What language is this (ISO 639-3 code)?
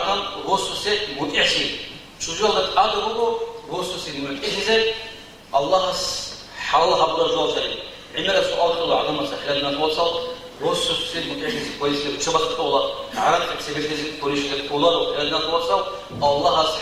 ava